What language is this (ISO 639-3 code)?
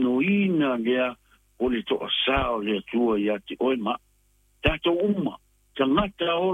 smo